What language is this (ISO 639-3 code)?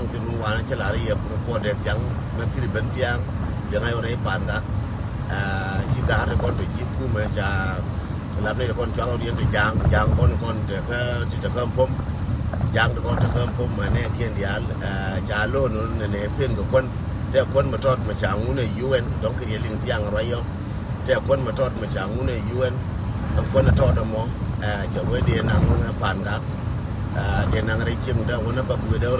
nus